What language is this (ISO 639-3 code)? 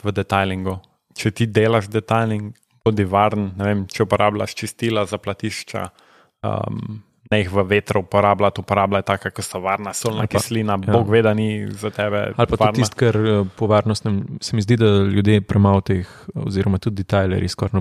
slv